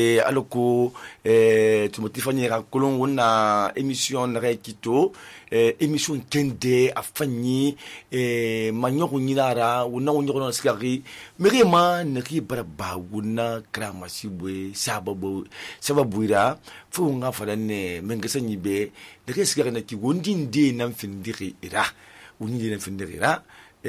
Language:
Susu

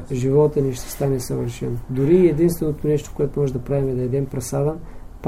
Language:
Bulgarian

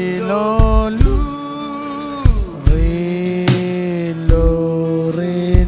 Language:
Marshallese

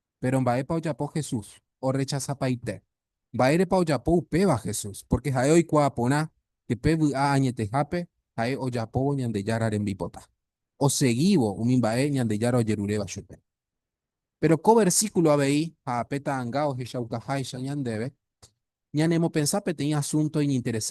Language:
Guarani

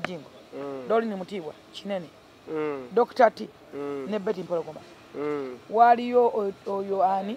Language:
Ganda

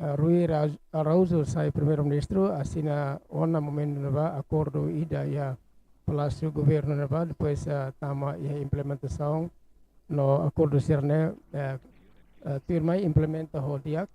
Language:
Tetum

